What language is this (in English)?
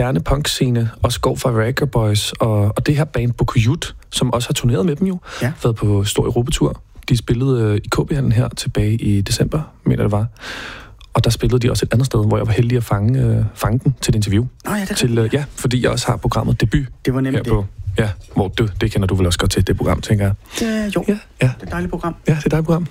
Danish